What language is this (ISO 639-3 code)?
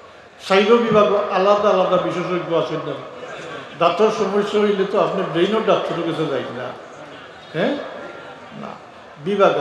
syl